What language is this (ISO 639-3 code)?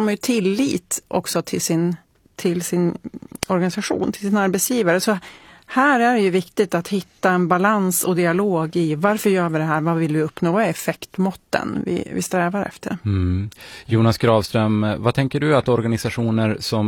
swe